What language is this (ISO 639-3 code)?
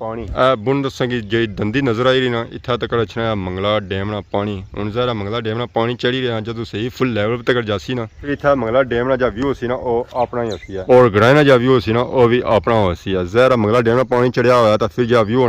phr